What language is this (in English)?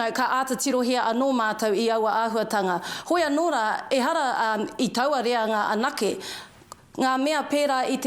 Māori